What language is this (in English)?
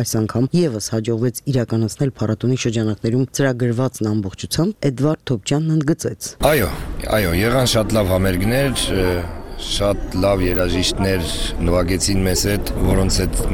Armenian